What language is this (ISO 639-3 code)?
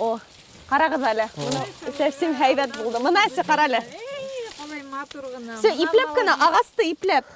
bak